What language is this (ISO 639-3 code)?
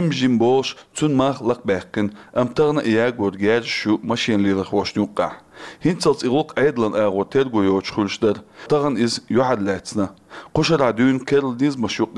che